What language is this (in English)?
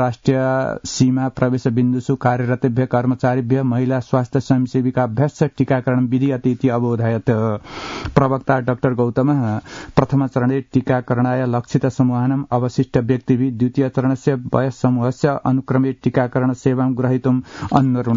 Sanskrit